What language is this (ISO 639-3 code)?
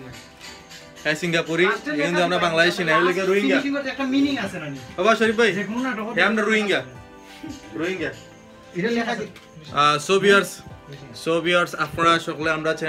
syl